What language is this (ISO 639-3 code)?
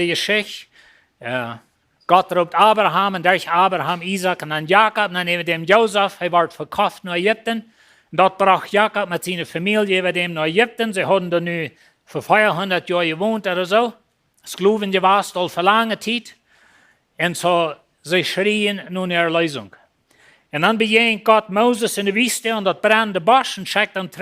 pdt